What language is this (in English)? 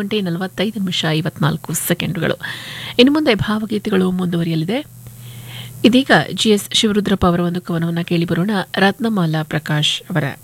Kannada